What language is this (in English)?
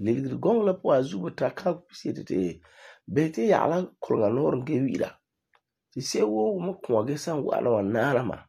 Frafra